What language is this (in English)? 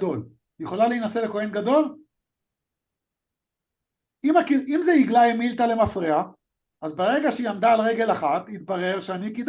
Hebrew